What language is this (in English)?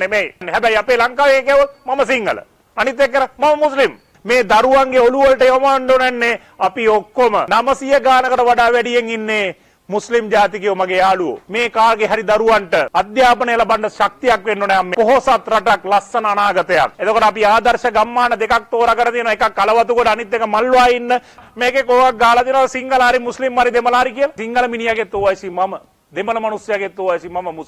Sinhala